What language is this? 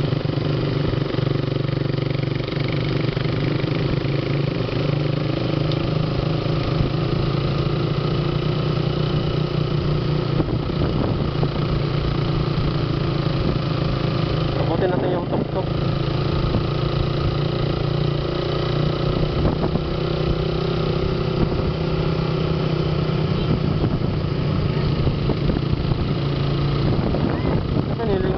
Filipino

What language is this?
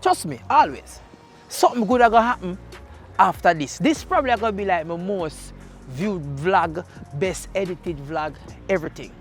Jamaican Creole English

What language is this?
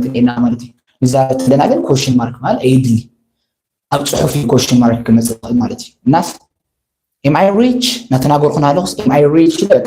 Tigrinya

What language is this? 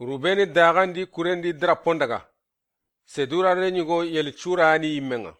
Soninke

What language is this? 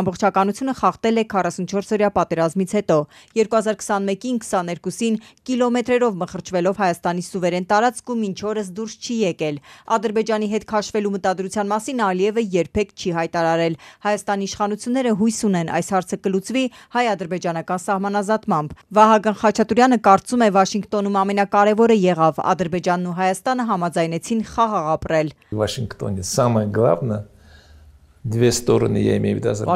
Armenian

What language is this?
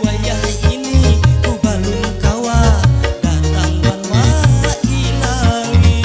Banjar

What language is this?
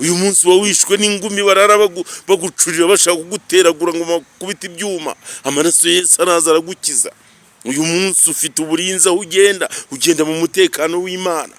Kinyarwanda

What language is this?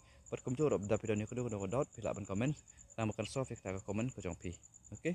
Khasi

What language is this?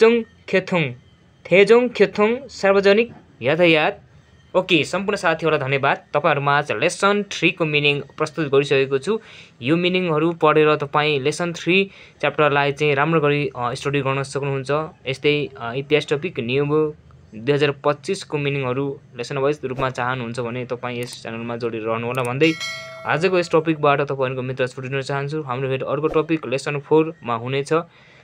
Nepali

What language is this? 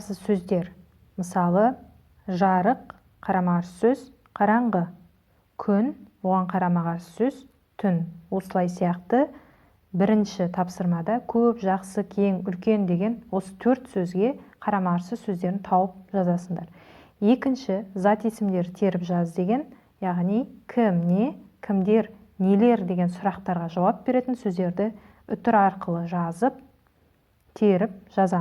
Kazakh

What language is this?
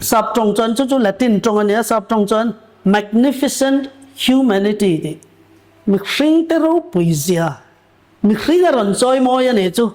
Mizo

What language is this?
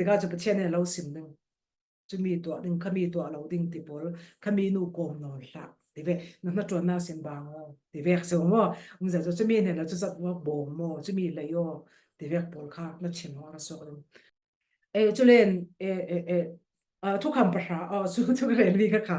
Falam Chin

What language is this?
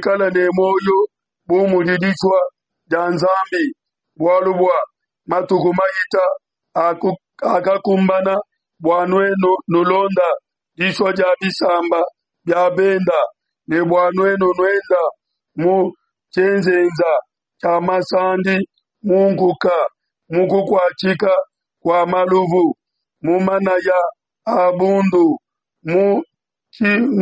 Luba-Lulua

